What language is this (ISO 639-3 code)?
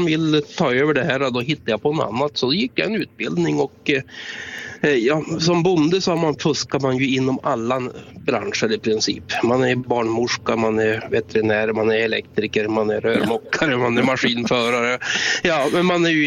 swe